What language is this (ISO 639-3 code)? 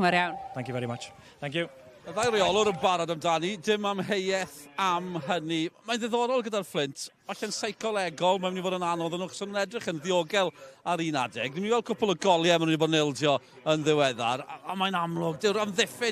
cym